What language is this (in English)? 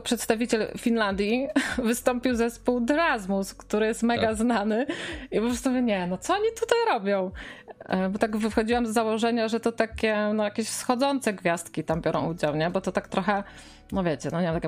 Polish